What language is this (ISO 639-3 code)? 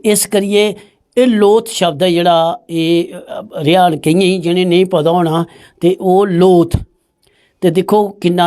doi